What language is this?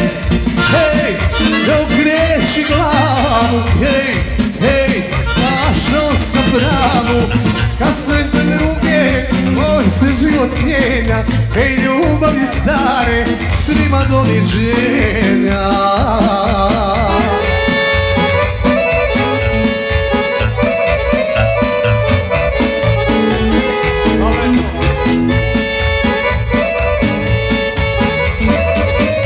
Croatian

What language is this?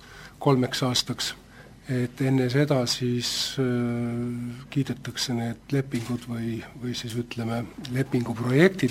Estonian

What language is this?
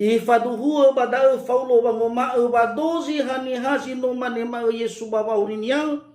Nias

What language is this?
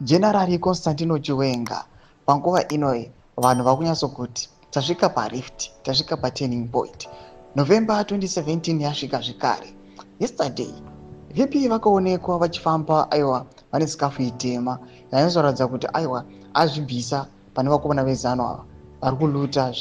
Shona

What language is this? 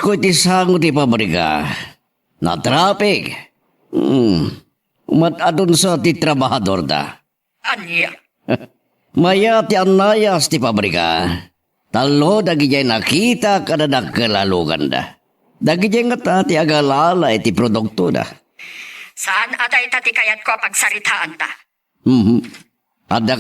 Iloko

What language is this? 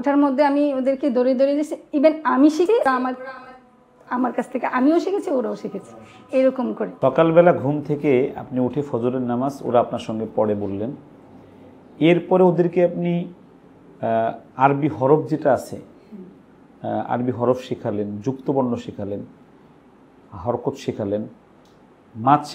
Bangla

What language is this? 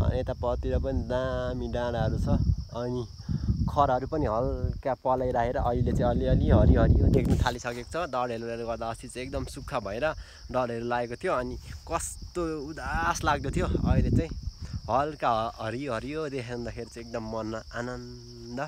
Nepali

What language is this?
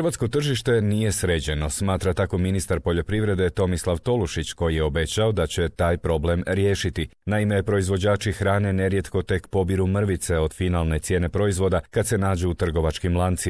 Croatian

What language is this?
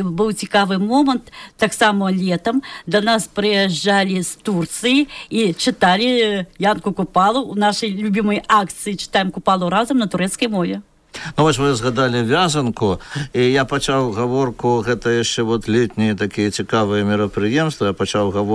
Belarusian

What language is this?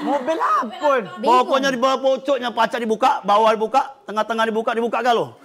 Musi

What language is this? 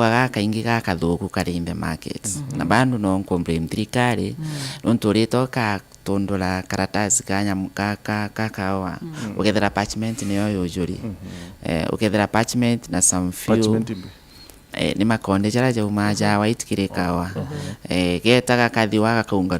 Meru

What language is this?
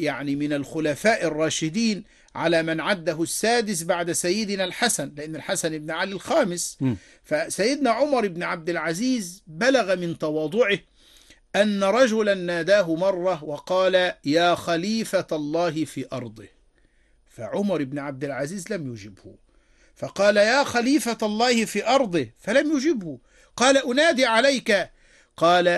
Arabic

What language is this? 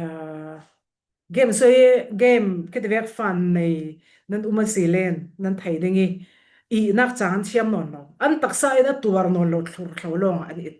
Falam Chin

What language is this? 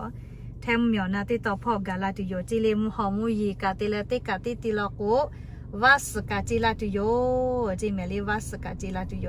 Lahu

